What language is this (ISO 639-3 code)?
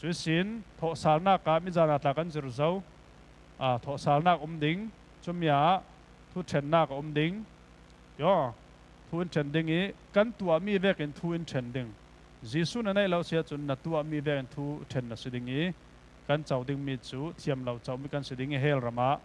cfm